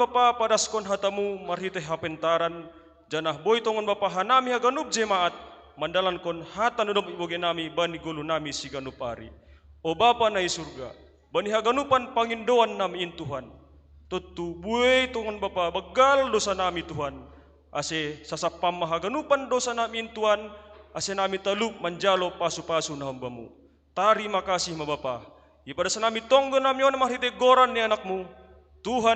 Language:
Batak Simalungun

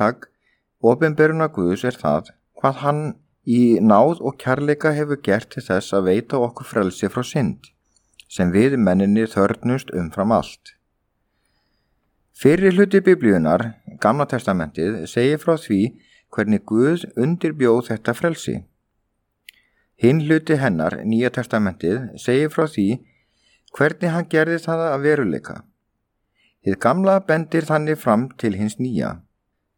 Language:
Icelandic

